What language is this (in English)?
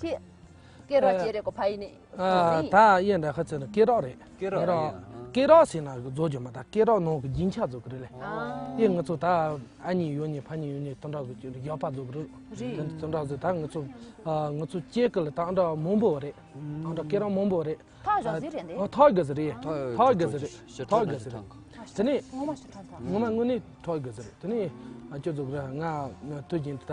Tibetan